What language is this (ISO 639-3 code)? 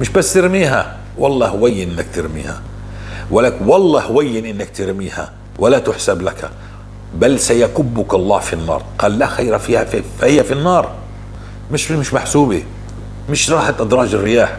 apc